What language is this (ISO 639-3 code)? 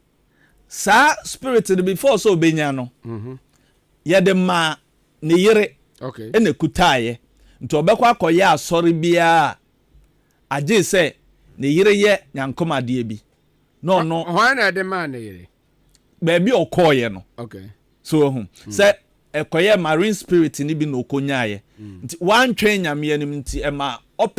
aka